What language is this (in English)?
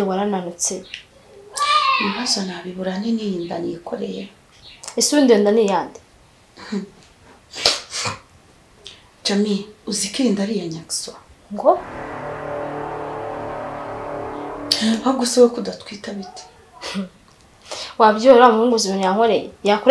Kinyarwanda